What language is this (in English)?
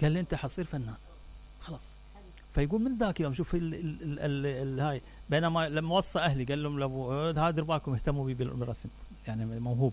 Mesopotamian Arabic